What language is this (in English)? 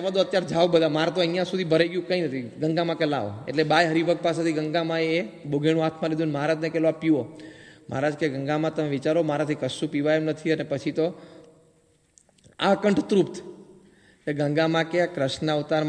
Gujarati